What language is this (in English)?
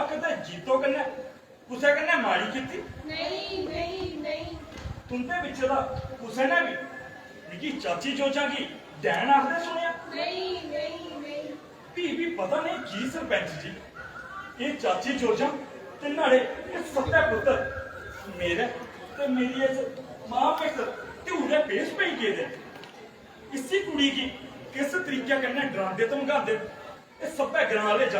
Dogri